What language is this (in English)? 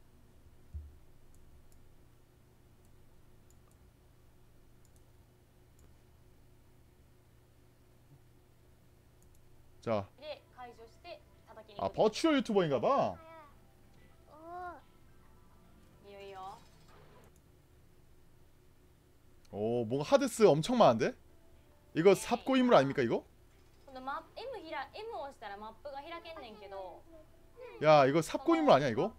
Korean